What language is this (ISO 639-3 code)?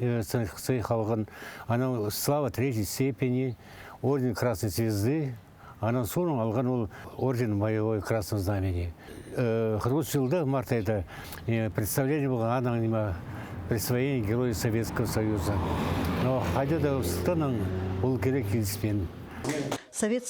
kjh